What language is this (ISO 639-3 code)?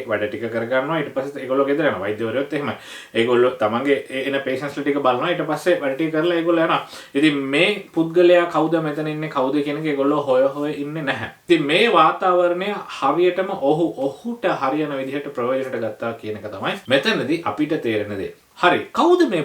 sin